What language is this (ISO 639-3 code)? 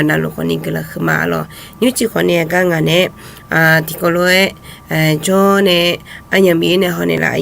ahk